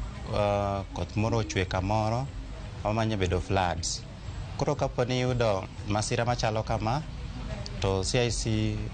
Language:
Luo (Kenya and Tanzania)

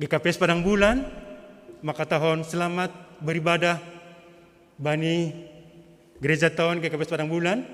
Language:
Batak Simalungun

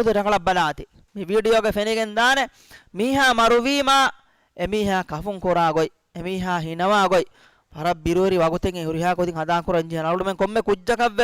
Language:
Divehi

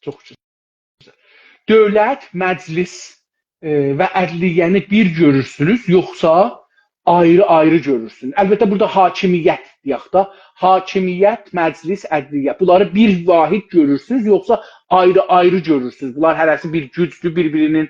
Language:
South Azerbaijani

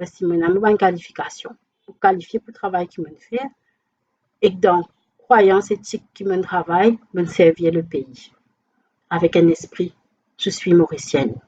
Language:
Morisyen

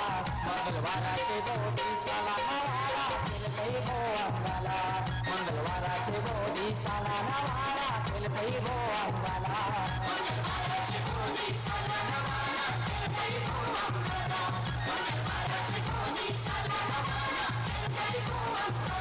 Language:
Marathi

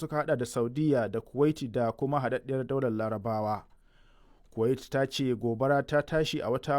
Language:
Hausa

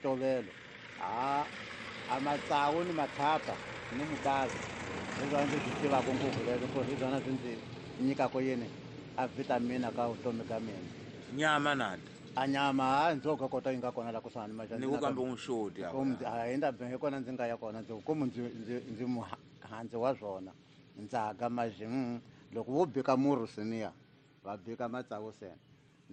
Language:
Tsonga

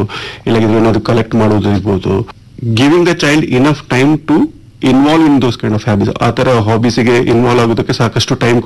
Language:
Kannada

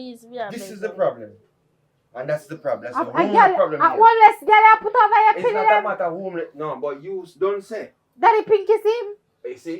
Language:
Jamaican Creole English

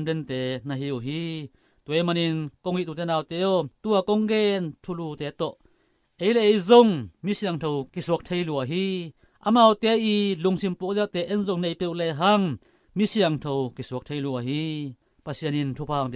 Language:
Tedim Chin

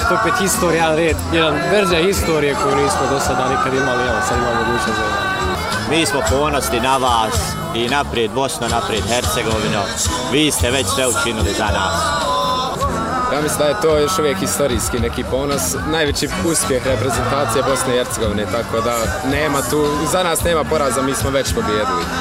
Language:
Bosnian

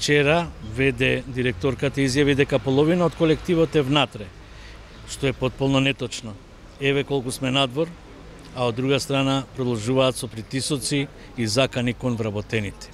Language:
Macedonian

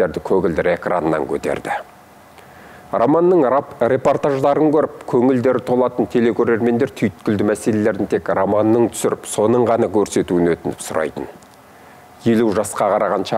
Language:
Kazakh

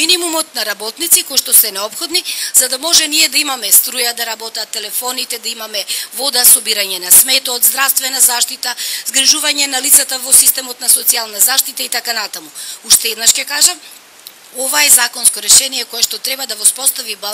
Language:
Macedonian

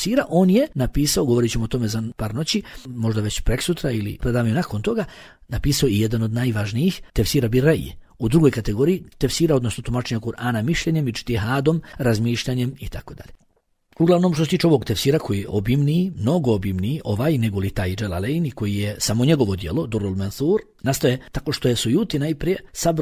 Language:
Bosnian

